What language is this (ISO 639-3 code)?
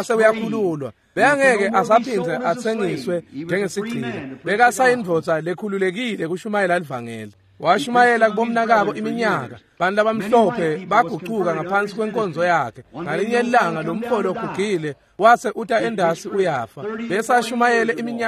ssw